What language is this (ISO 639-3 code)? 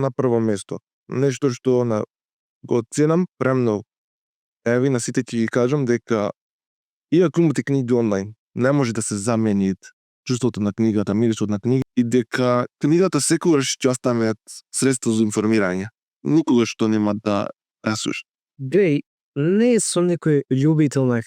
mkd